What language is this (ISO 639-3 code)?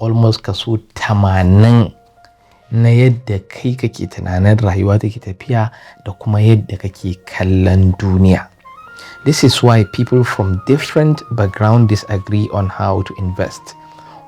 hau